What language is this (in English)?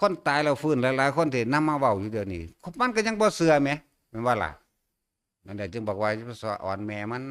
Northeastern Thai